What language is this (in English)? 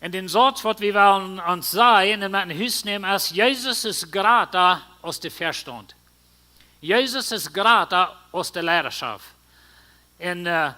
Plautdietsch